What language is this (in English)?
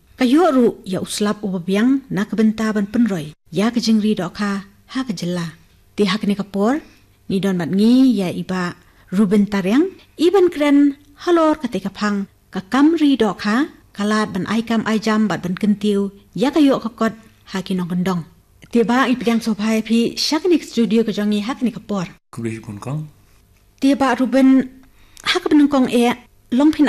Khasi